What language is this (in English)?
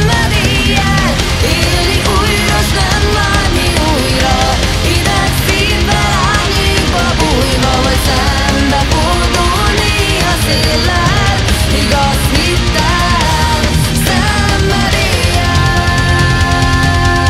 Hungarian